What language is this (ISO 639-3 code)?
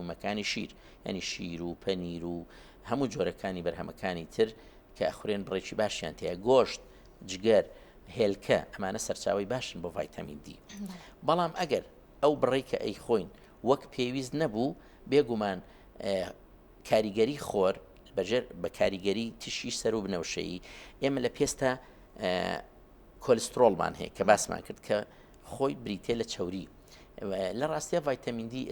ckb